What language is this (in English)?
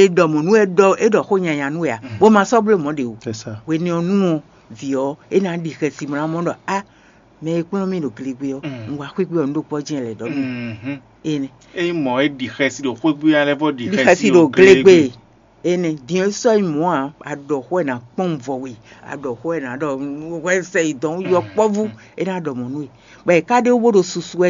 Fon